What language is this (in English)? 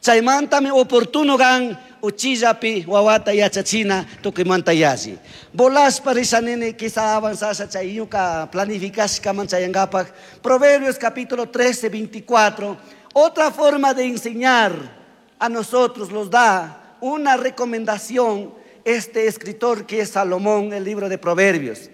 Chimborazo Highland Quichua